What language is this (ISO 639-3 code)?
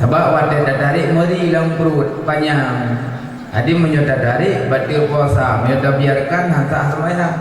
ace